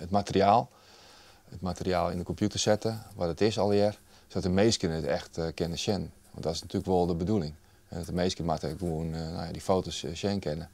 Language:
Western Frisian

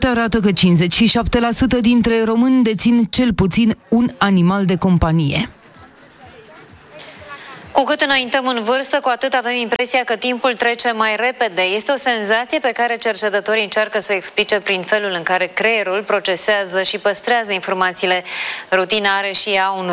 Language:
Romanian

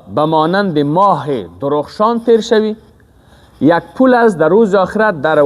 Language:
Persian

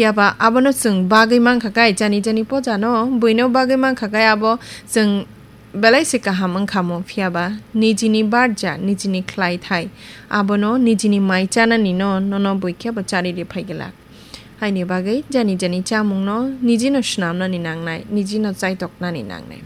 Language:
Kok Borok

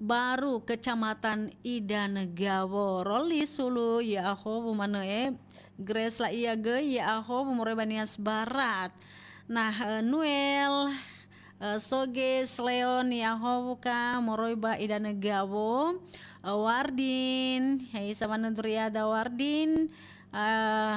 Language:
Nias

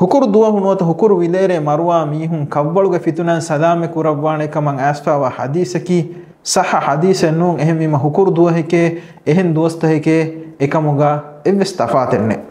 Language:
Divehi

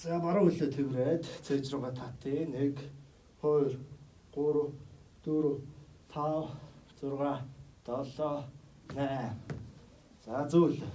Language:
Mongolian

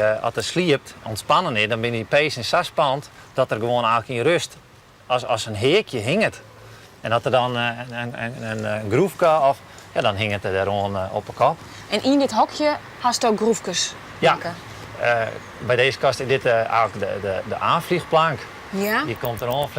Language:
Western Frisian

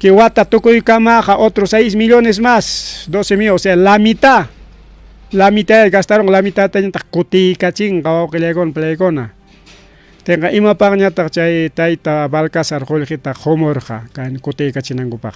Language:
Ayacucho Quechua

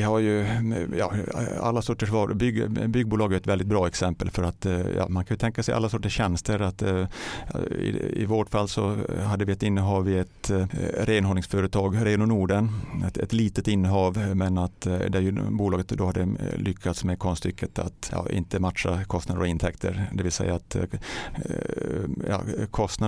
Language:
Swedish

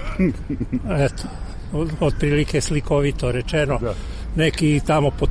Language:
Serbian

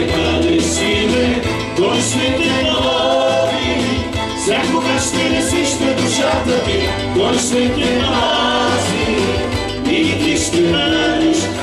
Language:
Bulgarian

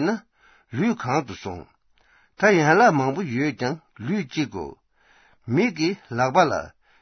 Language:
Tibetan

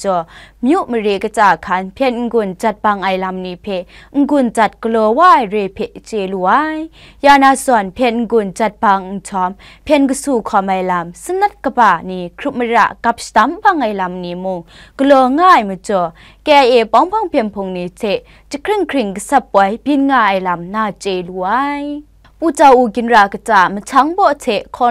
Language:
Kachin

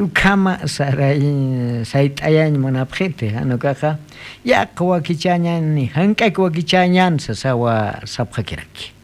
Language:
Aymara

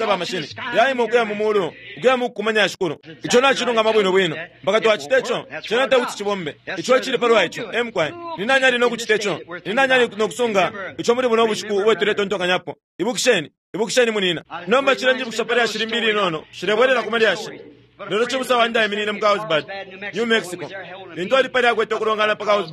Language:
Bemba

